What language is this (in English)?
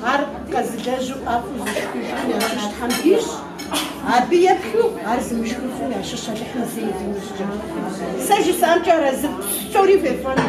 Kabardian